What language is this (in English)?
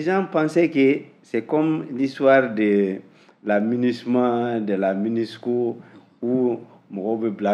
Bambara